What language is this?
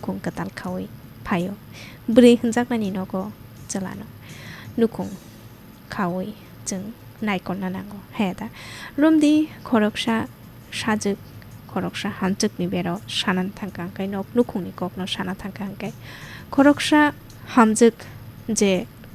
Kok Borok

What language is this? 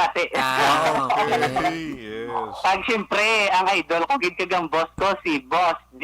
Hiligaynon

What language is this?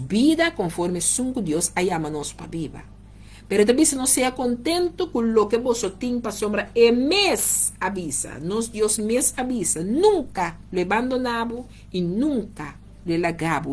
Papiamento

